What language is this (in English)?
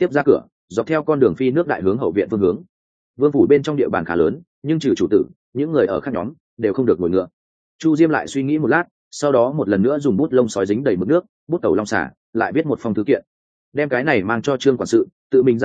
Vietnamese